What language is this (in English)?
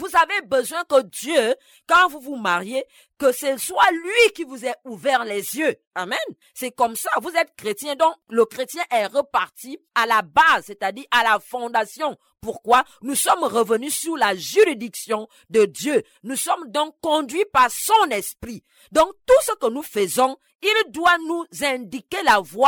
French